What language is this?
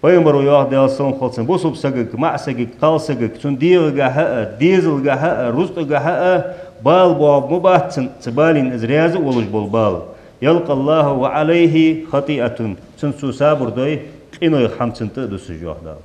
Ingush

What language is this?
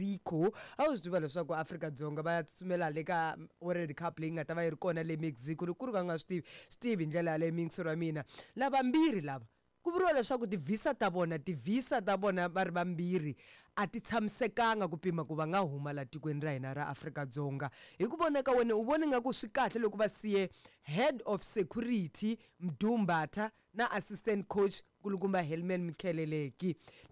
Tsonga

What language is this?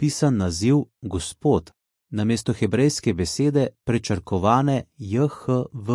Slovenian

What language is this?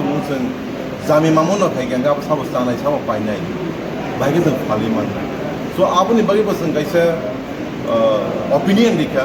Kok Borok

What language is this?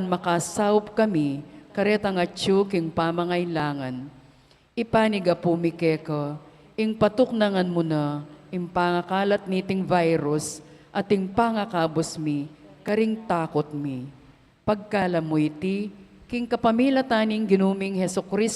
Pampanga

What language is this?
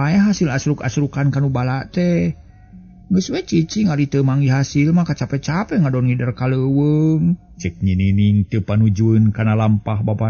Sundanese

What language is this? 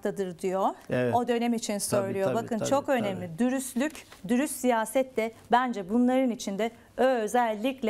Turkish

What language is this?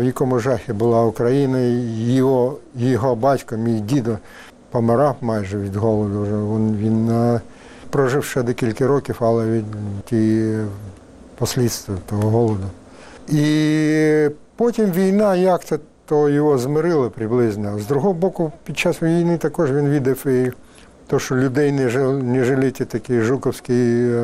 Ukrainian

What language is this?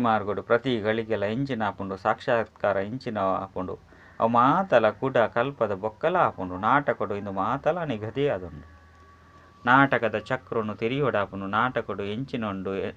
Tulu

